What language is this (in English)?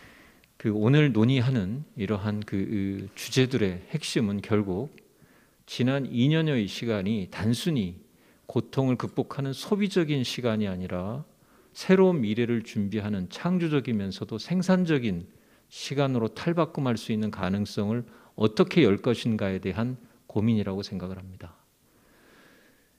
Korean